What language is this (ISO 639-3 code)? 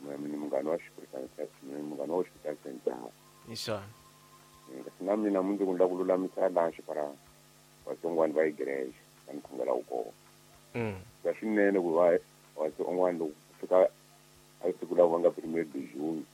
tso